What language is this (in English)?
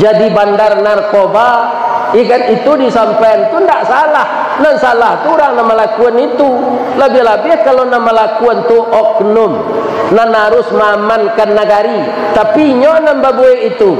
Minangkabau